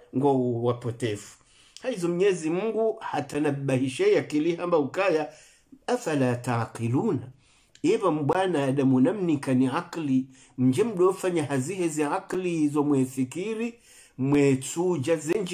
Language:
Swahili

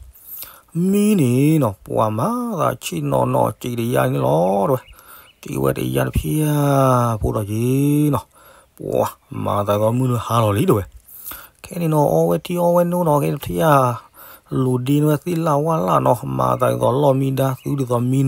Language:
S'gaw Karen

